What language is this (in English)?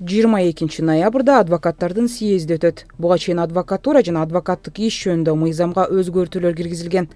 Kyrgyz